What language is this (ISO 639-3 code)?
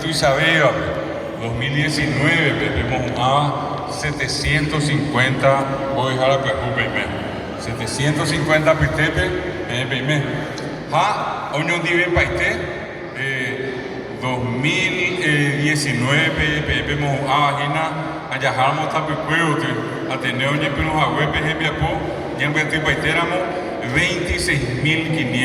grn